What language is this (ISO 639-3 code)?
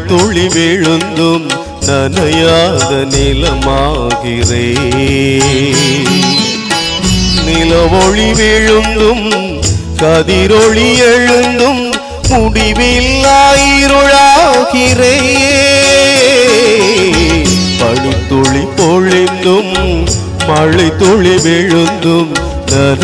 tam